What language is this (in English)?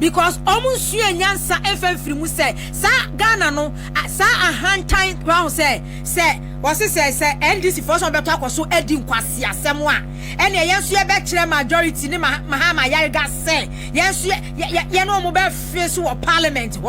Akan